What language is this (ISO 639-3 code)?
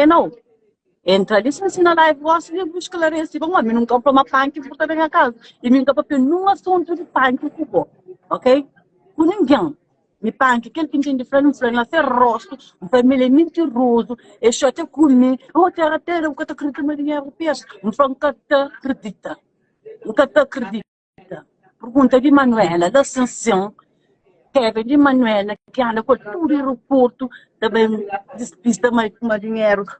kea